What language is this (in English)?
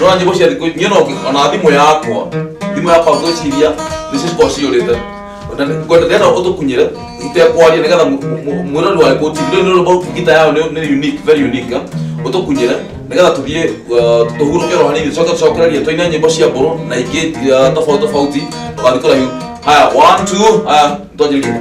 Kikuyu